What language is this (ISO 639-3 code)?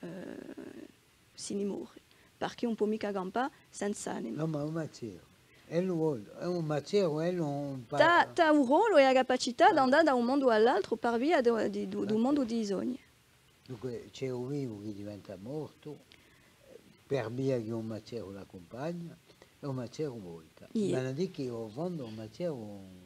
cos